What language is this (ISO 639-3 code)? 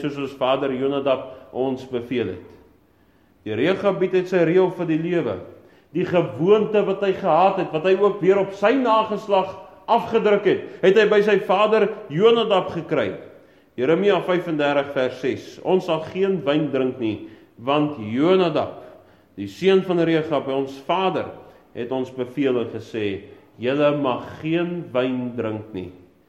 afr